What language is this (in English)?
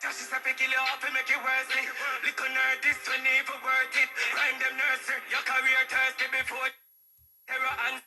Jamaican Creole English